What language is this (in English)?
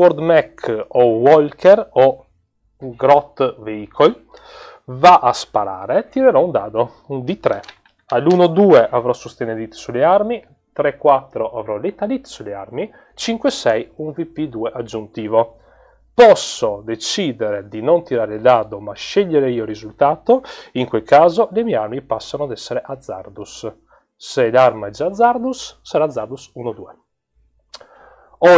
Italian